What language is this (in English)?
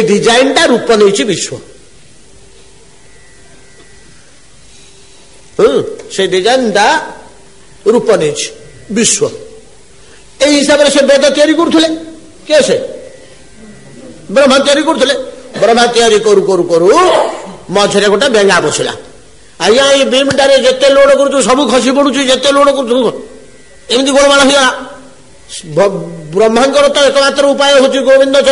Odia